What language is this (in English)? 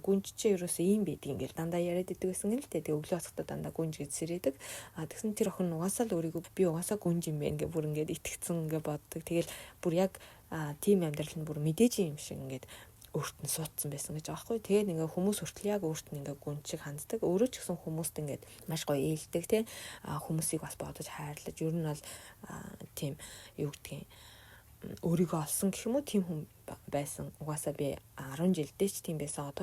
Mongolian